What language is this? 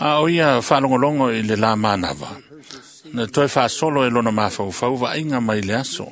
Samoan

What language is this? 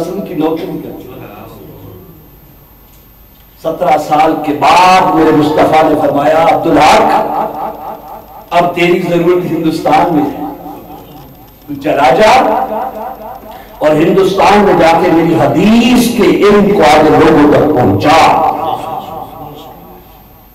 Urdu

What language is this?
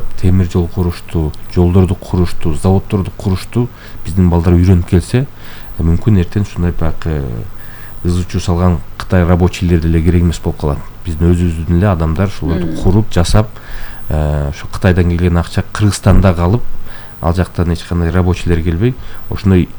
Kyrgyz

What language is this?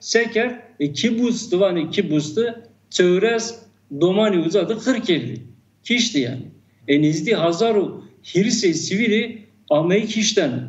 Zaza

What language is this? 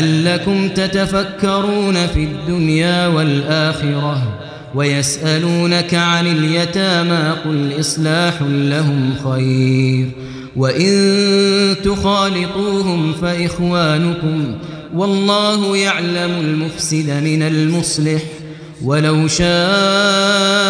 Arabic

